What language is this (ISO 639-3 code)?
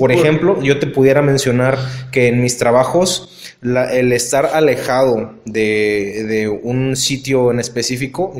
spa